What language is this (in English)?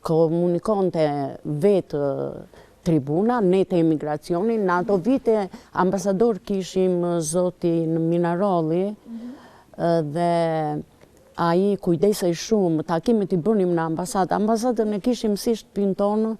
Albanian